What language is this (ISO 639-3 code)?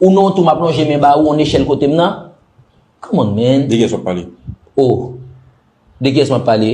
hat